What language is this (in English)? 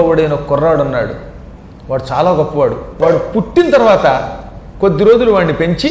Telugu